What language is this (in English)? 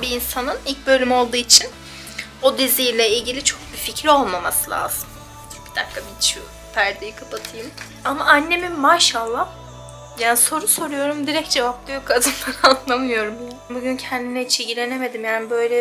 Turkish